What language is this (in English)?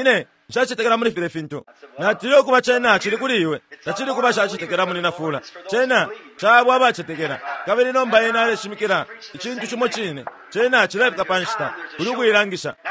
Bemba